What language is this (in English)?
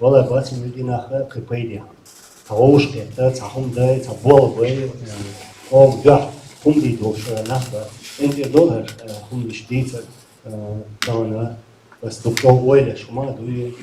Chechen